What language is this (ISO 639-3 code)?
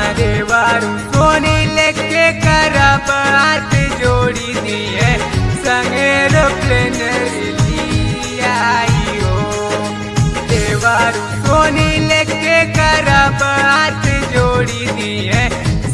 bho